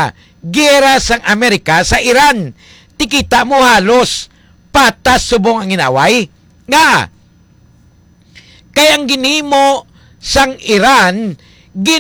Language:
Hiligaynon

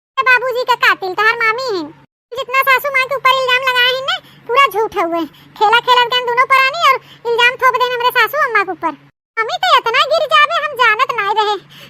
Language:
Awadhi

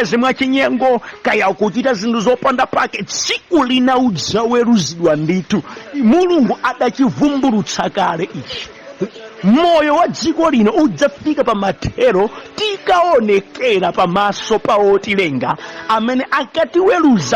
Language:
Nyanja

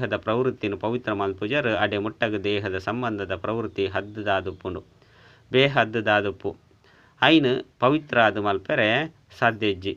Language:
Tulu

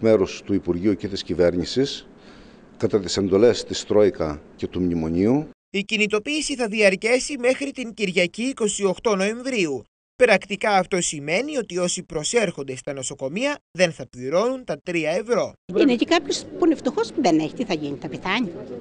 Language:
Greek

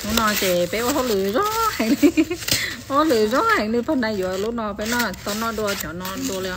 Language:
Hmong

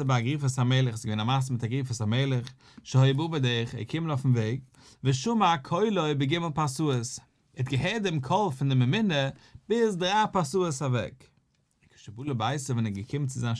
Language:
Yiddish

